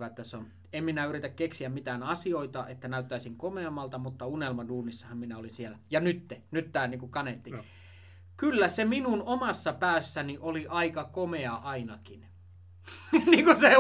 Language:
Finnish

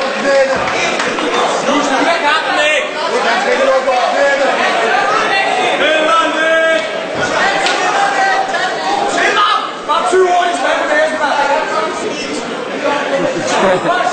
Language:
Danish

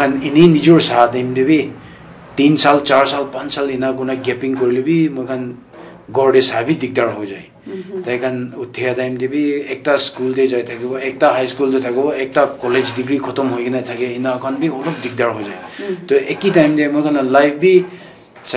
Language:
Naga Pidgin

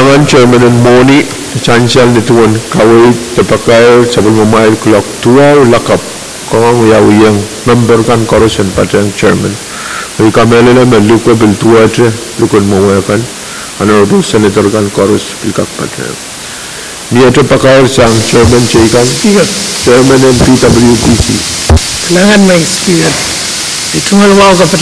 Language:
Pohnpeian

